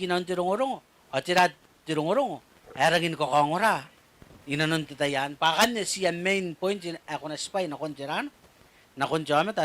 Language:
Gilbertese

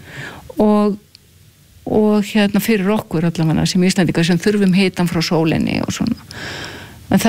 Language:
Icelandic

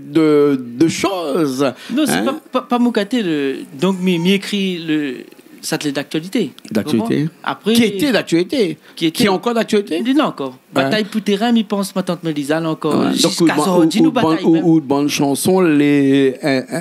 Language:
Réunion Creole French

